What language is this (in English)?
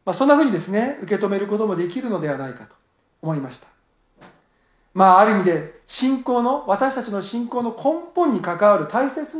Japanese